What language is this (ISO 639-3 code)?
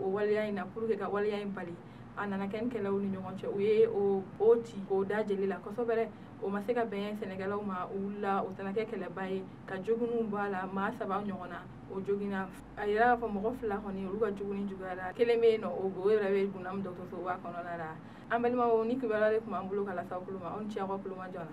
bam